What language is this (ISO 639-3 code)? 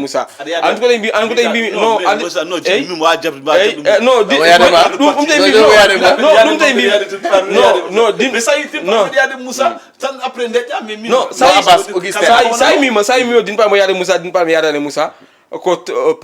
ful